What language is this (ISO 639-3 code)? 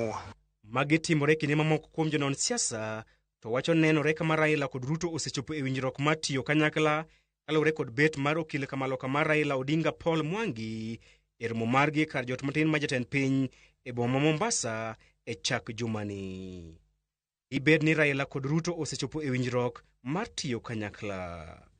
luo